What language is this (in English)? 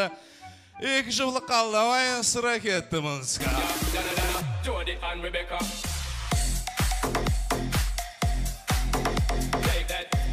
Kazakh